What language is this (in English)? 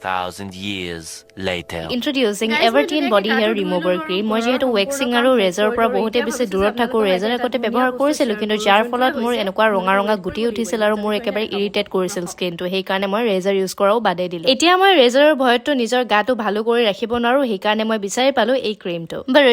Assamese